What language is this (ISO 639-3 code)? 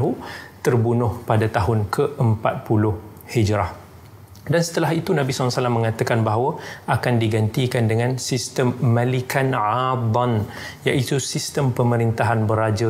msa